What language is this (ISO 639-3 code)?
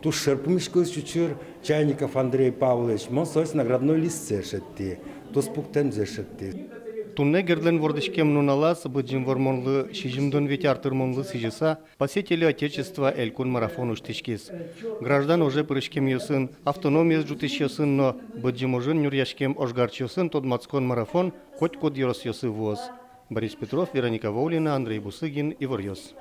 udm